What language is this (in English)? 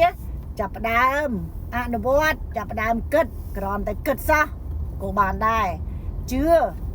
Khmer